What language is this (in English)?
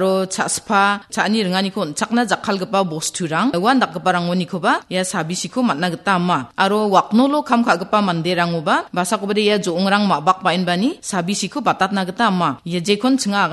Garo